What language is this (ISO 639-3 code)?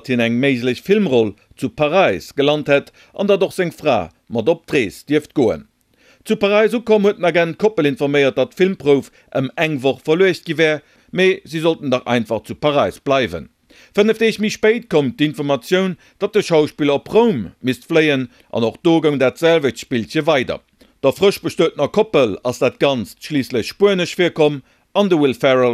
ltz